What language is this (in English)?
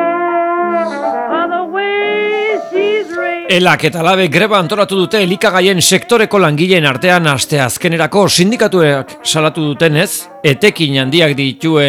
Basque